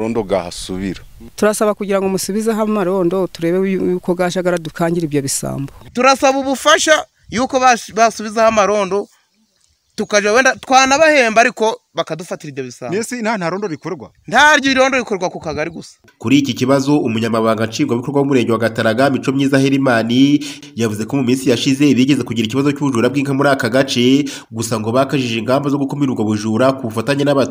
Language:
Kinyarwanda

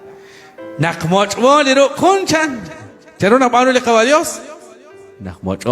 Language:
Kekchí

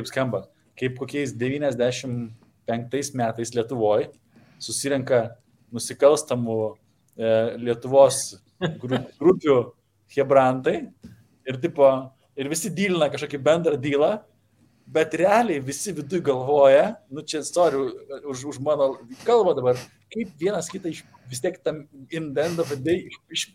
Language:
Lithuanian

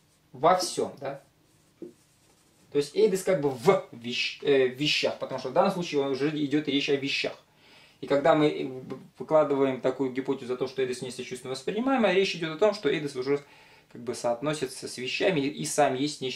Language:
Russian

